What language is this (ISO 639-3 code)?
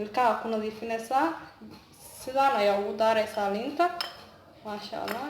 som